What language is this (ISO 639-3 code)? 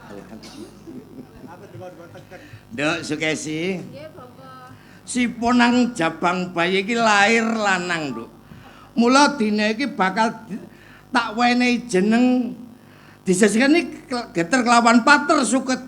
jav